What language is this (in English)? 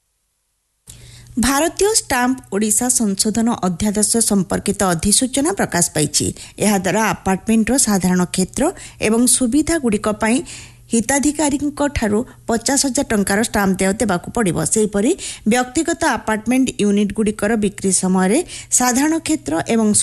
Odia